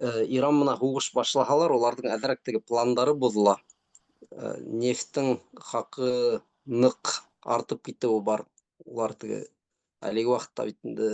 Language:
Bashkir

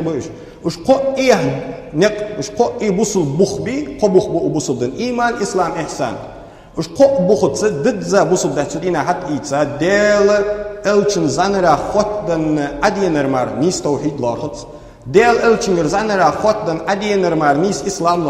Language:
Ingush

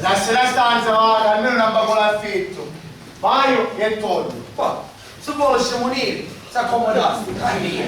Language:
Sicilian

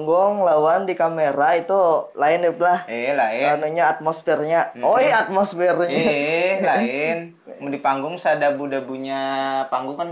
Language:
Banjar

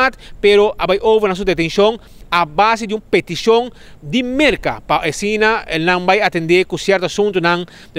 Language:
Papiamento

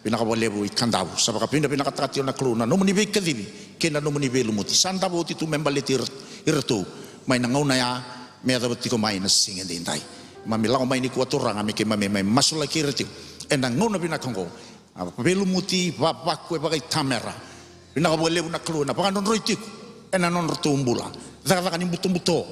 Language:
Fijian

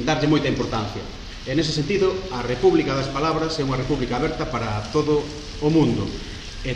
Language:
Galician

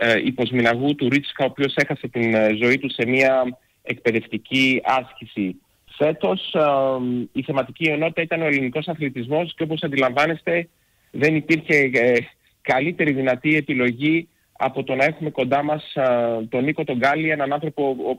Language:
Greek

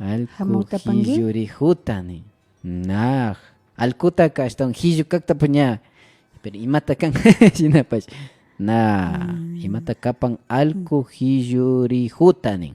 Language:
Imbabura Highland Quichua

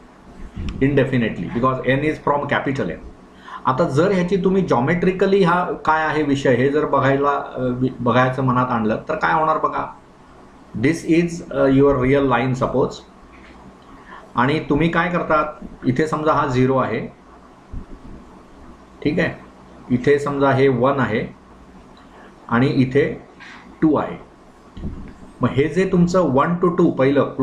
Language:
Marathi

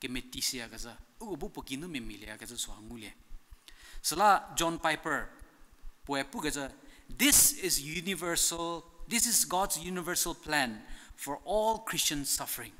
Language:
Angami Naga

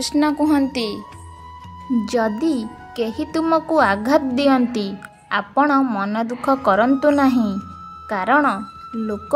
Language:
Odia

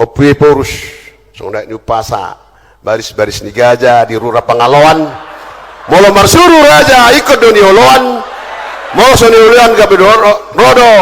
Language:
Batak Toba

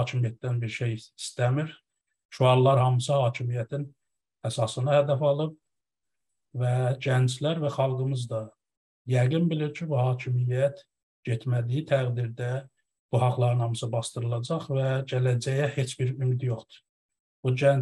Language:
South Azerbaijani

